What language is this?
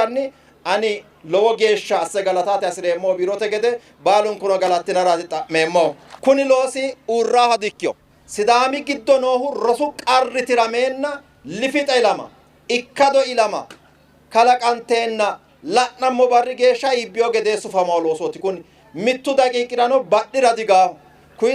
Sidamo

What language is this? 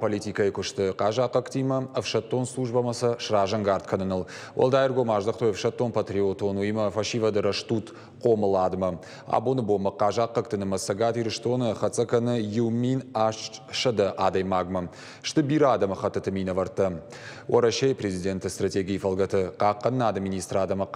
Ossetic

